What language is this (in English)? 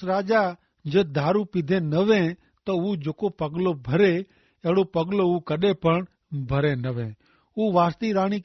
Kachhi